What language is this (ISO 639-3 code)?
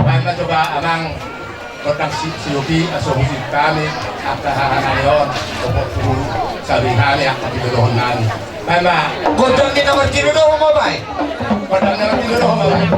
bbc